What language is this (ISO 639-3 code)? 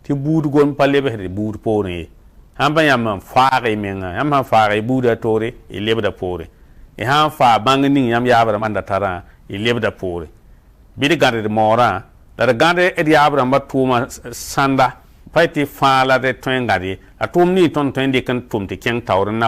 mos